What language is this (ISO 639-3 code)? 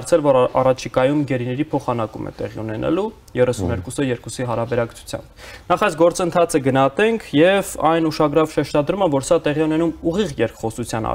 hye